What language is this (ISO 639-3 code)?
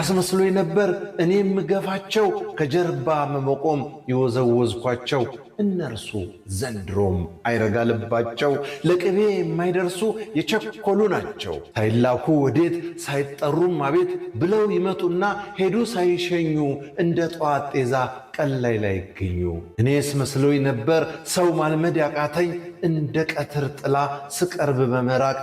amh